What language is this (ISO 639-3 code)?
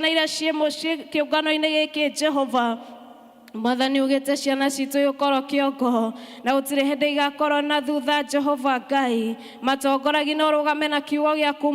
kik